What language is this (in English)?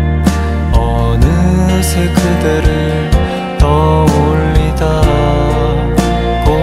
Korean